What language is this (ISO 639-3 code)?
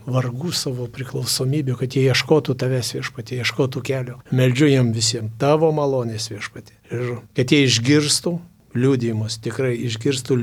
lit